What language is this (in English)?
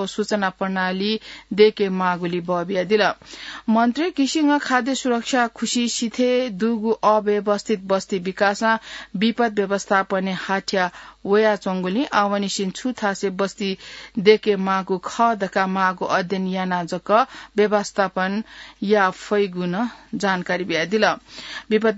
Newari